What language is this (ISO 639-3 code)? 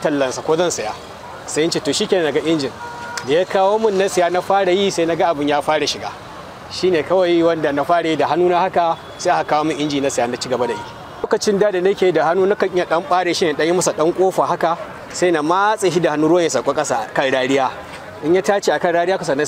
hau